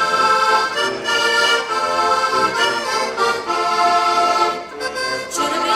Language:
Slovak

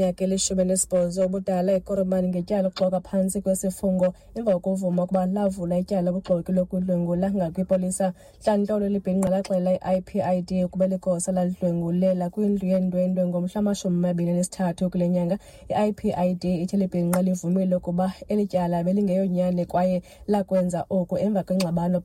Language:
Xhosa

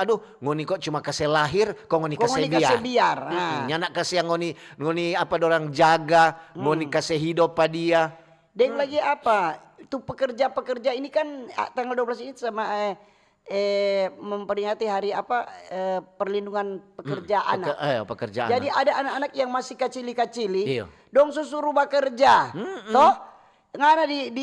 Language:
Manado Malay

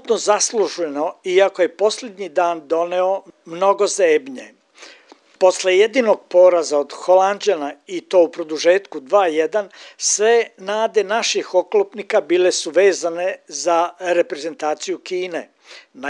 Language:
Serbian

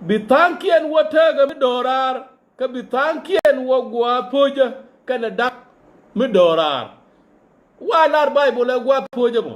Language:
Nuer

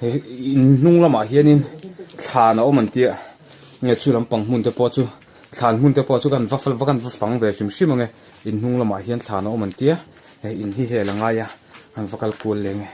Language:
Mizo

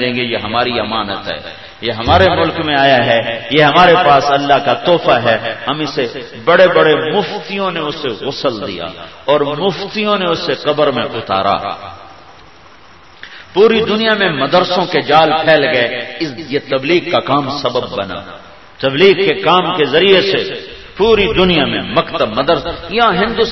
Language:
Urdu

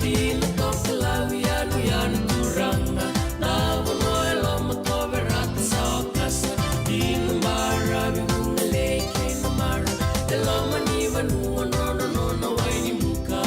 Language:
Fijian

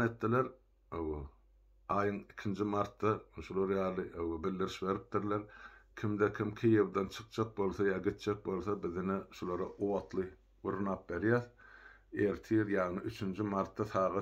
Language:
Turkmen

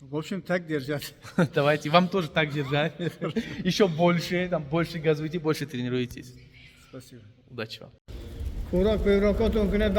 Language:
Tajik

